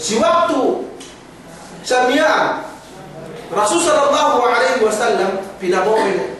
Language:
Yakan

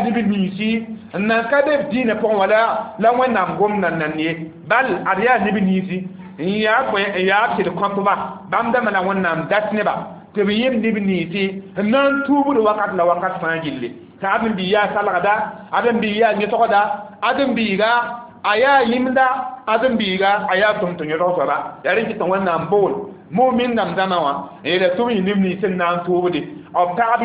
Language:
Mossi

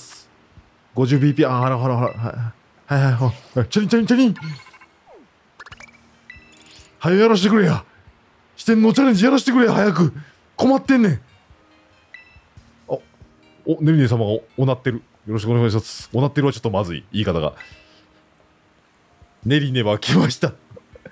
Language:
Japanese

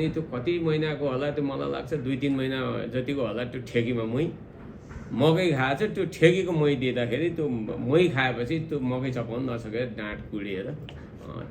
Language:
Nepali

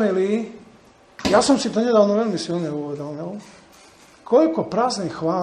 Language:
Slovak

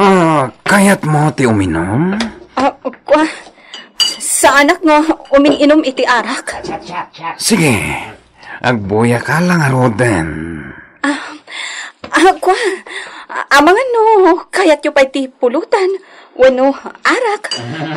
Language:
Iloko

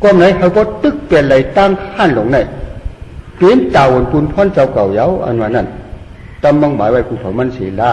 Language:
Shan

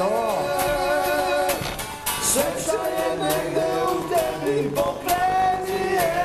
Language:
Serbian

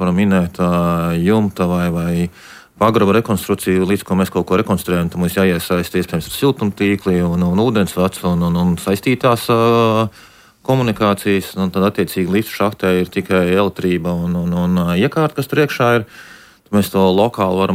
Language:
Latvian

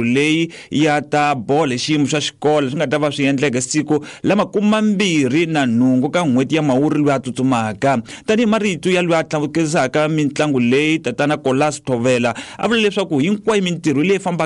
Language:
Tsonga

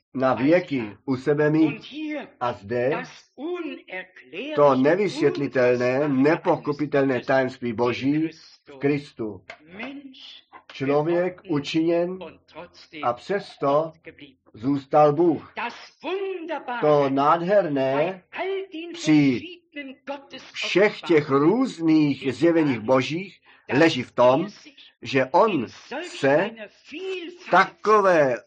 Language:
Czech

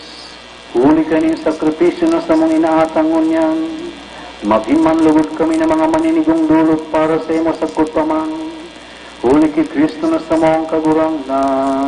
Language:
Bikol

